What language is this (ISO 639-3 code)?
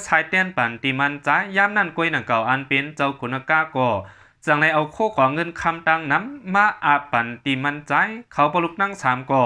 shn